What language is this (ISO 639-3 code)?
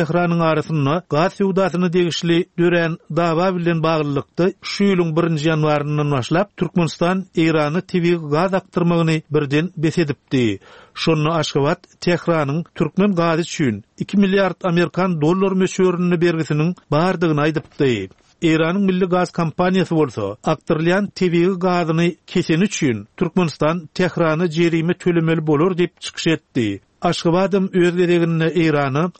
tuk